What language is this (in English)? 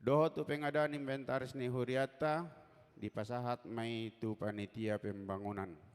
Batak Toba